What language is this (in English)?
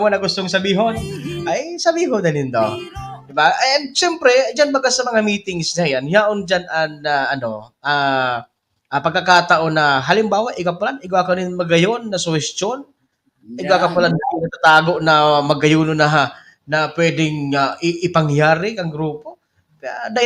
Bikol